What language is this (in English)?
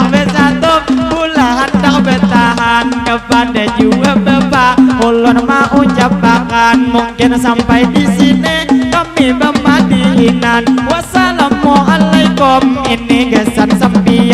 Banjar